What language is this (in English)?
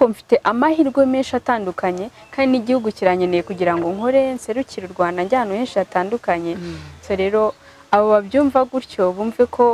Kinyarwanda